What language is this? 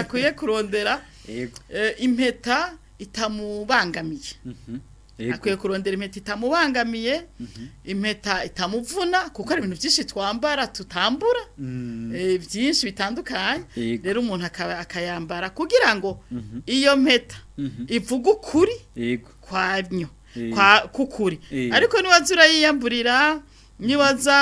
Rundi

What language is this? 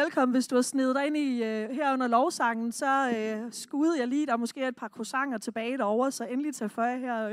Danish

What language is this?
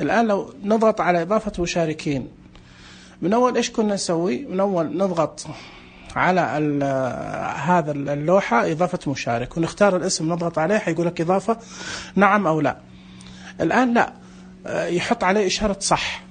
Najdi Arabic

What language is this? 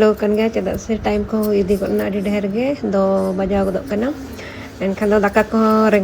Santali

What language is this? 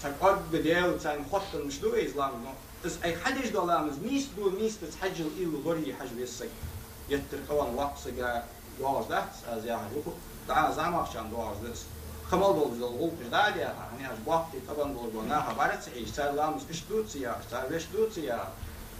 Ingush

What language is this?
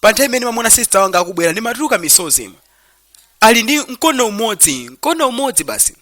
Nyanja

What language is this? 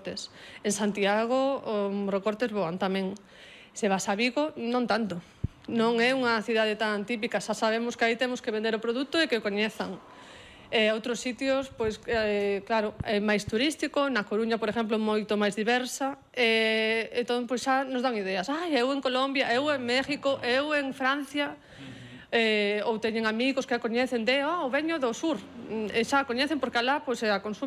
Galician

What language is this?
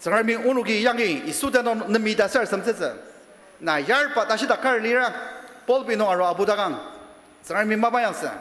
Ao Naga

